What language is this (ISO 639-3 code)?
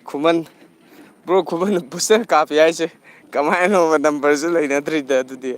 mni